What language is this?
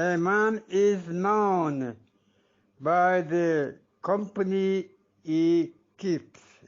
Eastern Balochi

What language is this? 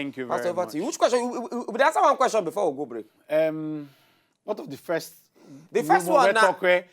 Nigerian Pidgin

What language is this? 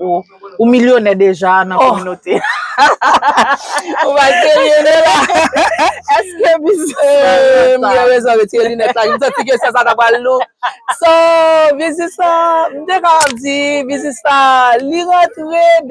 Haitian Creole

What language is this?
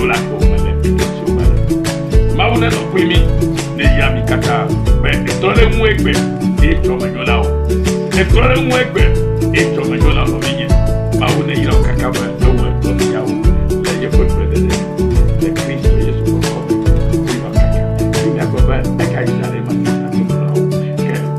Ewe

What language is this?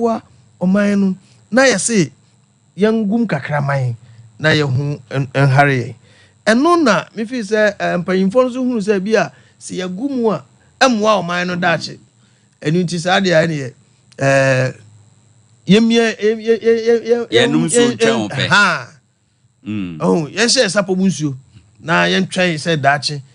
Akan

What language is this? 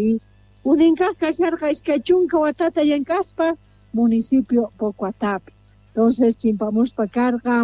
South Bolivian Quechua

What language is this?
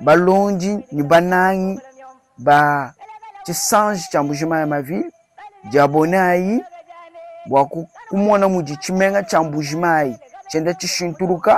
Luba-Lulua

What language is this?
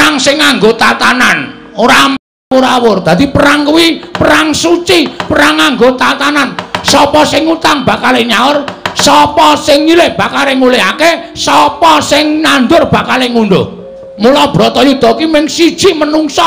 Javanese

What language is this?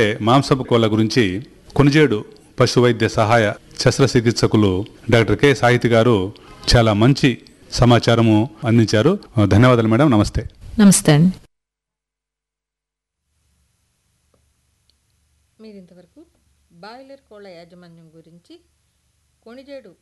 Telugu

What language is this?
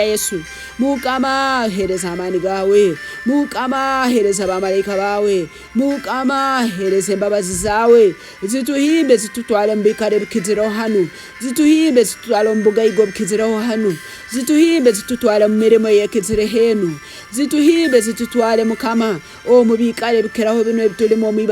Tooro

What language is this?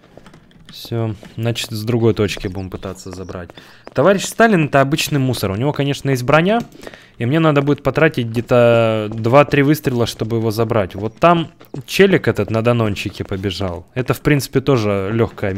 Russian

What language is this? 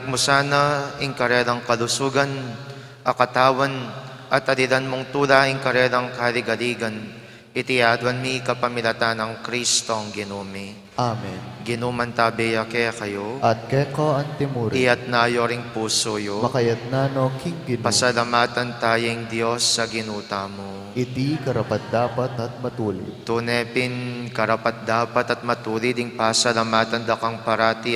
Pampanga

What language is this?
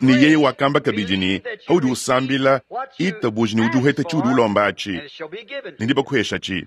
Luba-Lulua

